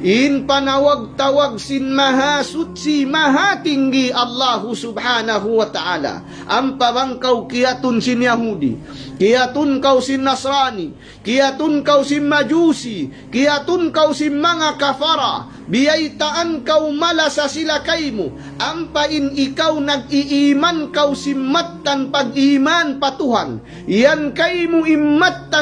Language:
Tausug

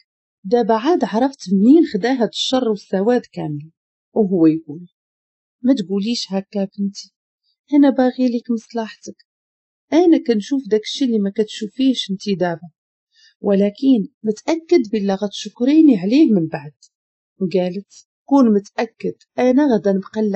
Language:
Moroccan Arabic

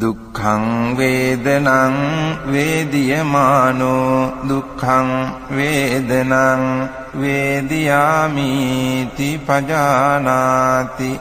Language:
Pali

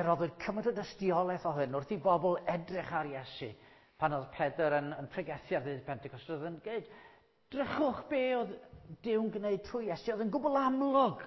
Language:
Welsh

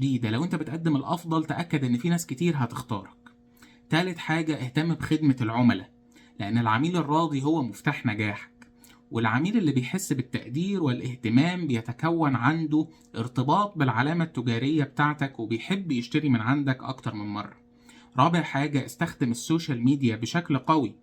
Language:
Egyptian Arabic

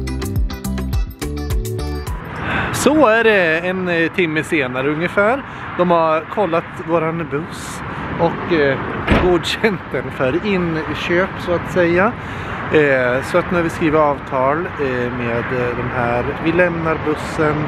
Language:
Swedish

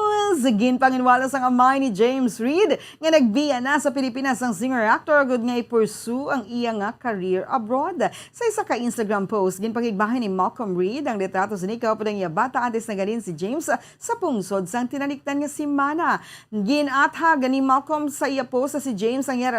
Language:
Hiligaynon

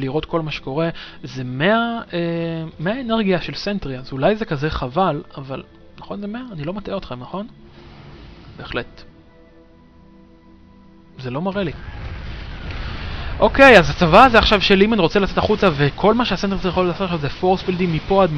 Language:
Hebrew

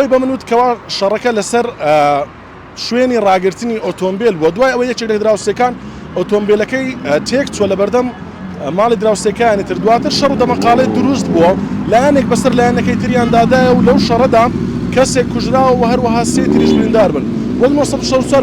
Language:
Central Kurdish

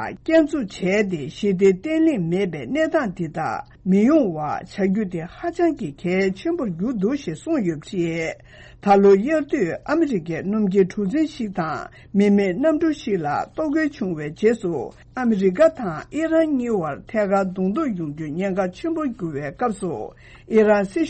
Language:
Tibetan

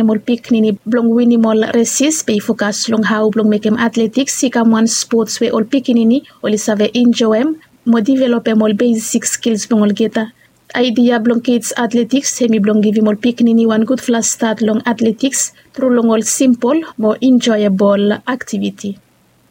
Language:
Bislama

